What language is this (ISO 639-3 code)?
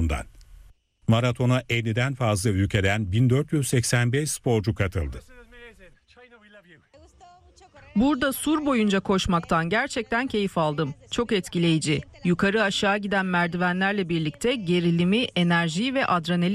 tur